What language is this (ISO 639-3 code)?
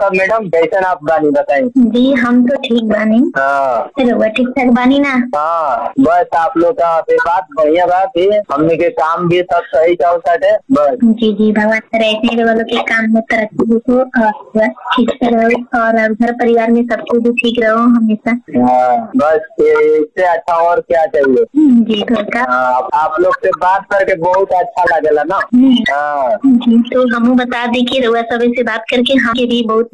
bho